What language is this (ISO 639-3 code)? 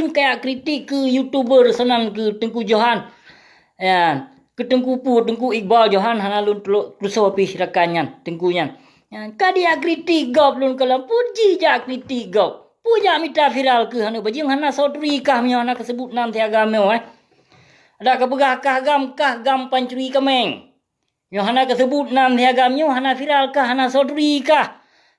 ace